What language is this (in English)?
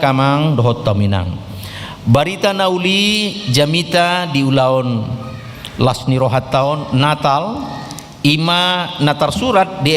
Batak Toba